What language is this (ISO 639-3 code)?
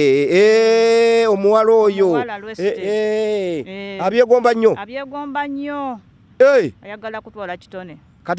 lug